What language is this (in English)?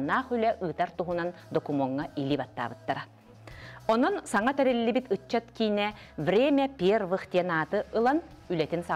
Yakut